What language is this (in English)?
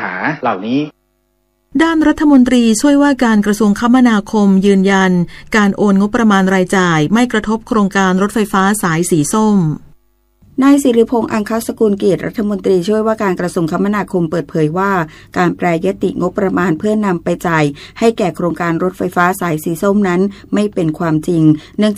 Thai